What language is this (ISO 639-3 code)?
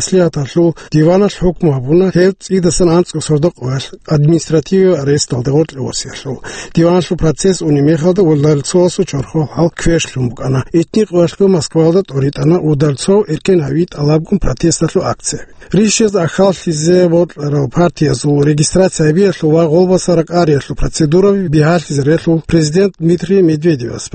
ava